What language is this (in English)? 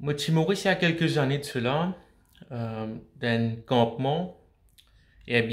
Morisyen